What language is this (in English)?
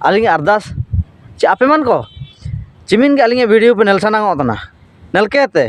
Ho